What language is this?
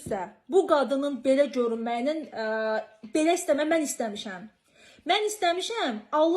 Azerbaijani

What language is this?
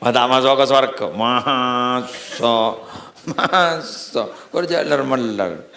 Madurese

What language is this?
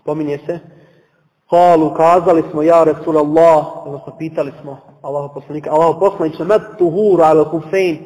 Bosnian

